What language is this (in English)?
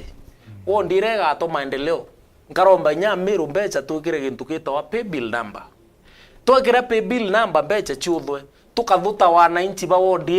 Meru